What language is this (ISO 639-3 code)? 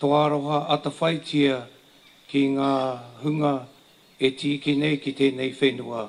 mri